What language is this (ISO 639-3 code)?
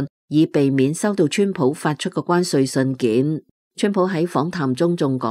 yue